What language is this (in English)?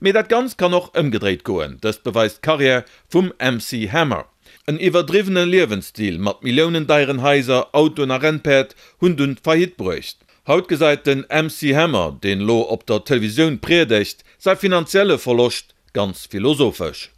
Luxembourgish